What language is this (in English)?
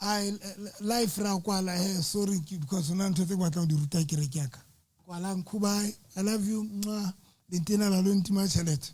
Southern Sotho